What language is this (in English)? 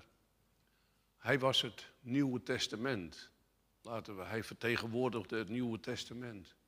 Dutch